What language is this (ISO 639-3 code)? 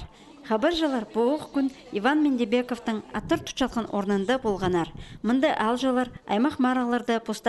kjh